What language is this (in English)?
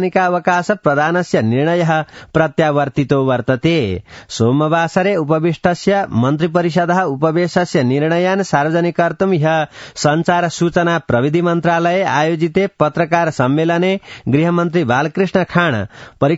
Sanskrit